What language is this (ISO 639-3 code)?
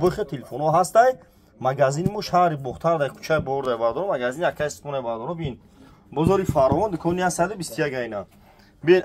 tgk